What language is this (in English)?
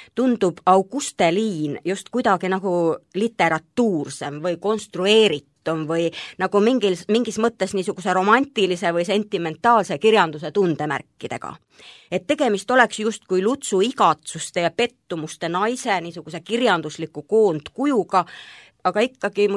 Estonian